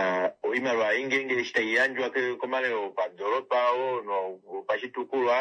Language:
Kuanyama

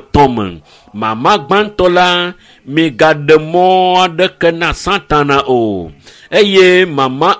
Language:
Ewe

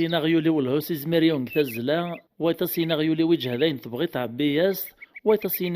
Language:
Kabyle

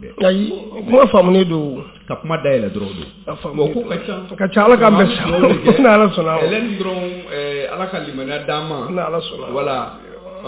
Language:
Bambara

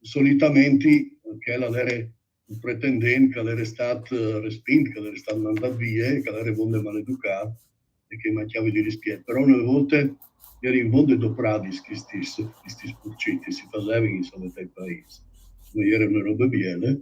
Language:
Friulian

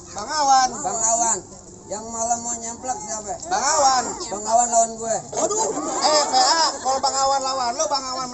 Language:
Betawi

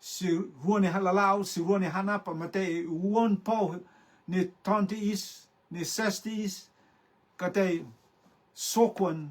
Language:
Rotuman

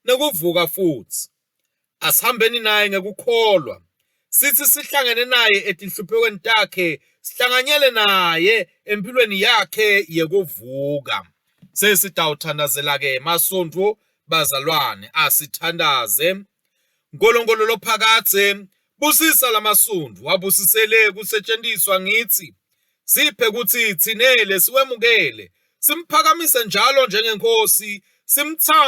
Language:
Swati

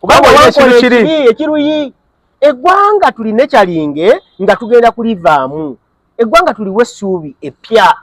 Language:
Ganda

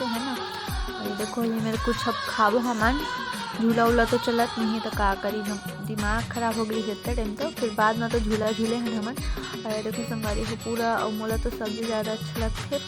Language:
Chhattisgarhi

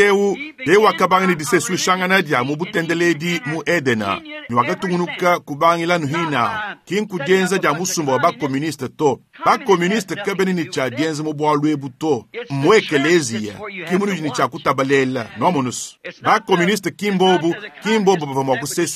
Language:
Luba-Lulua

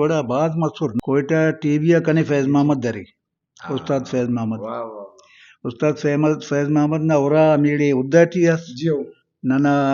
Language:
Brahui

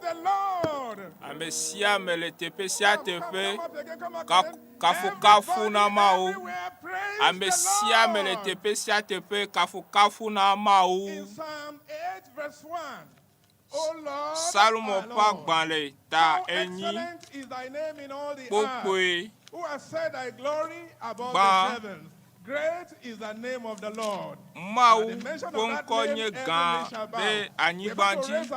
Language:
Ewe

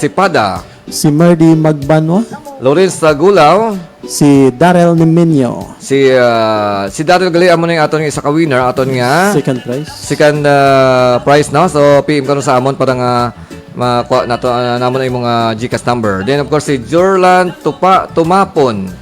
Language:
Hiligaynon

